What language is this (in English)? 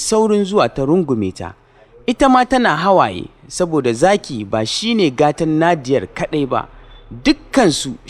Hausa